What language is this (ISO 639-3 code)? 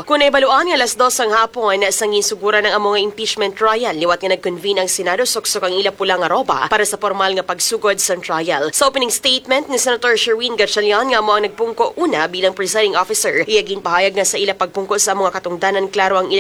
hil